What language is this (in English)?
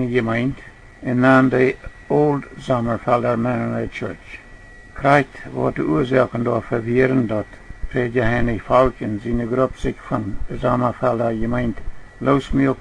Plautdietsch